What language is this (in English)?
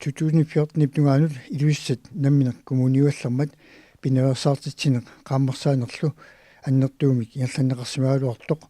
Kalaallisut